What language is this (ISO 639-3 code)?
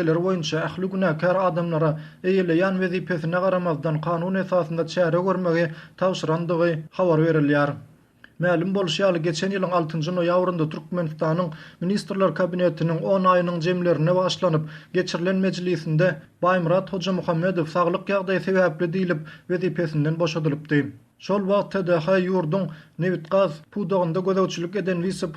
tuk